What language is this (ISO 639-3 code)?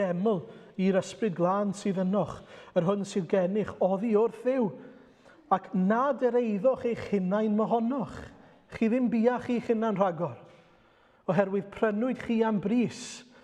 cym